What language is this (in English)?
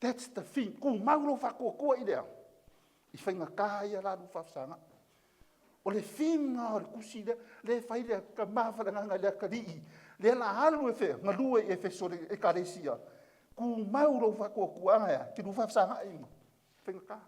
Samoan